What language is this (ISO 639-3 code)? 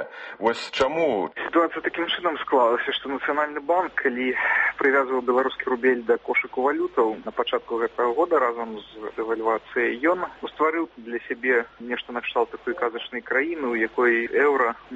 bel